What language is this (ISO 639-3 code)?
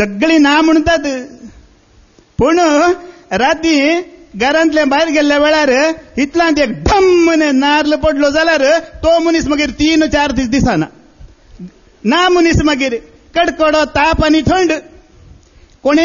kok